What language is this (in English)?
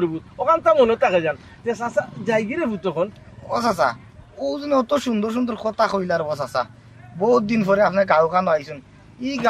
Sylheti